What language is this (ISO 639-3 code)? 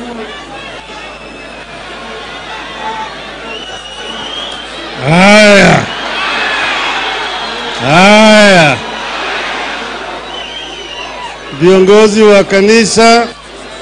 swa